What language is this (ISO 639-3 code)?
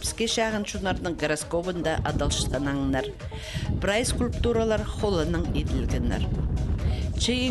kjh